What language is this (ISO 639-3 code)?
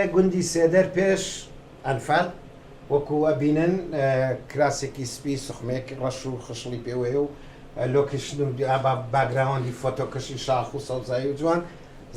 ckb